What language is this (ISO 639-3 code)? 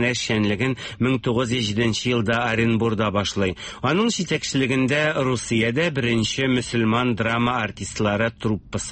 tat